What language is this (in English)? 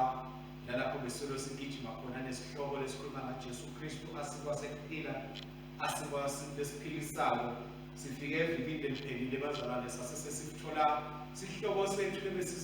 Swati